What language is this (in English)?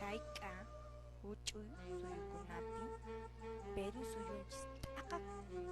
Quechua